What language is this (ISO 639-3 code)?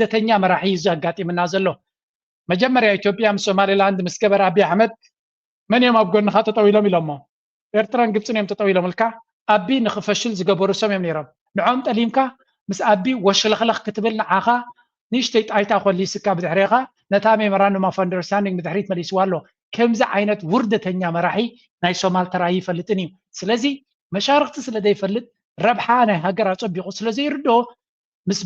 tir